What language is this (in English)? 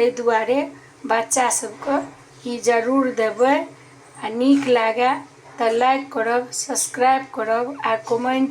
Maithili